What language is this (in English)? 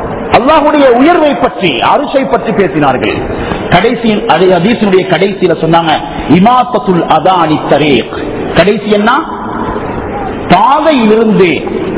Tamil